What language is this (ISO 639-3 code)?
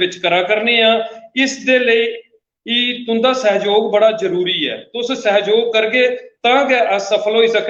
doi